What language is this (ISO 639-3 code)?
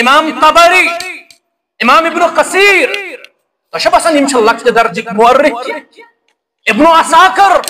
kas